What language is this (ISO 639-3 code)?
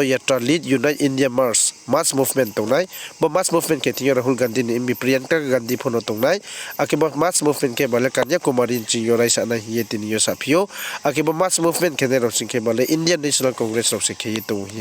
ria